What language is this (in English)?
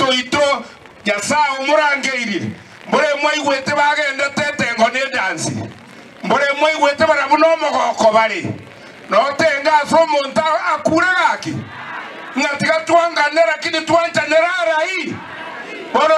Gusii